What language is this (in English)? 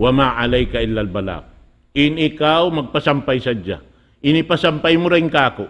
Tausug